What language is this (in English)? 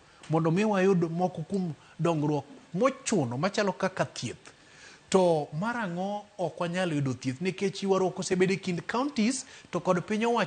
Luo (Kenya and Tanzania)